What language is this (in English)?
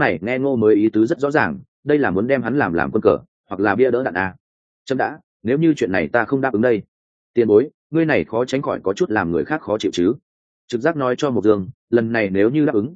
Vietnamese